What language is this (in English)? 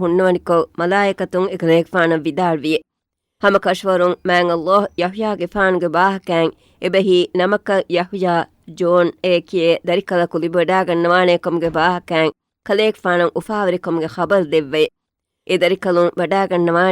Divehi